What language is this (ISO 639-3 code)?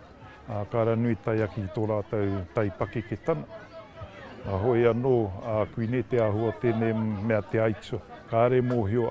mri